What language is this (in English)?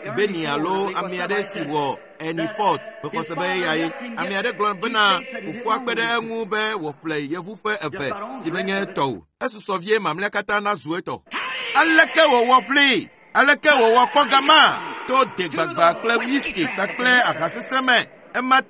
Ewe